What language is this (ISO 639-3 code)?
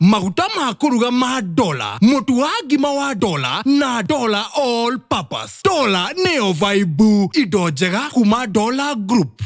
kik